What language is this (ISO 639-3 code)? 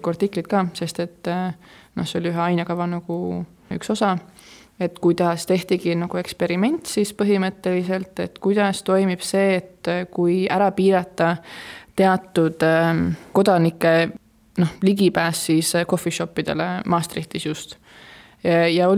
est